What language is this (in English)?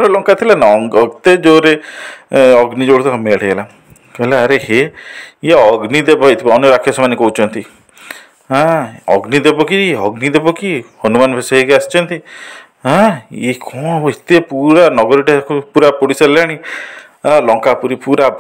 Odia